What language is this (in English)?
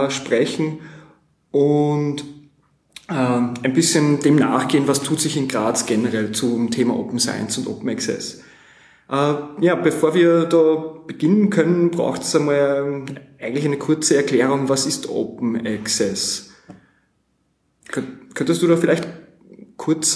German